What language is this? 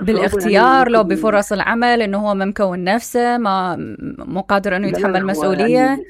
Mesopotamian Arabic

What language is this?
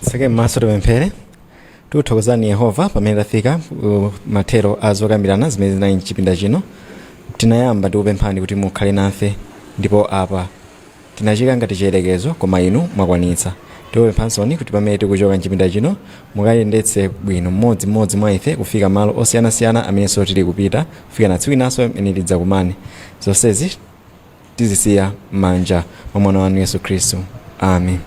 Nyanja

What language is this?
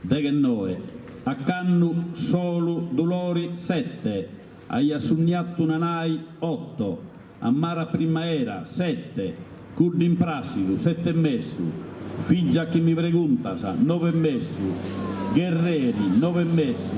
Sardinian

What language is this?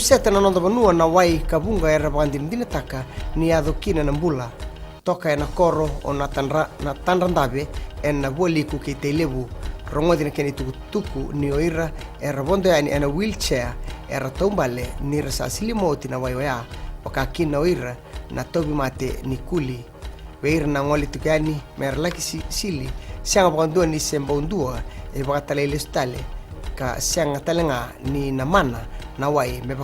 Fijian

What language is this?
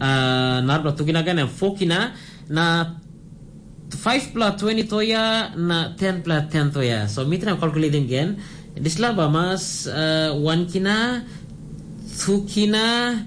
Tok Pisin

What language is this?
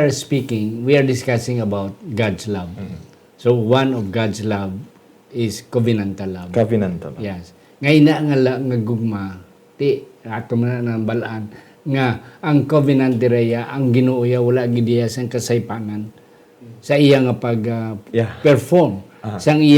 Hiligaynon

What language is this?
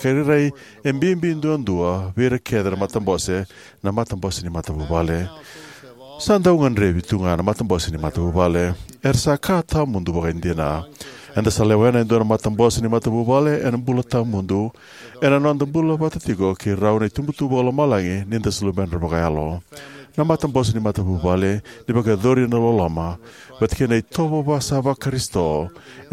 Fijian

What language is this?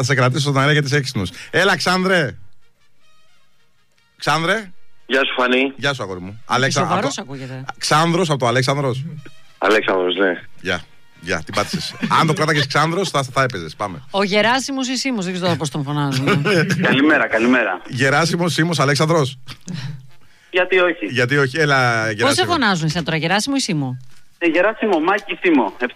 Greek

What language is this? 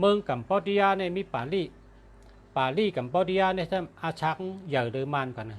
Shan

